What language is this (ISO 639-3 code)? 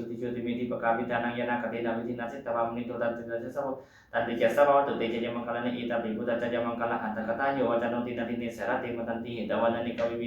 pli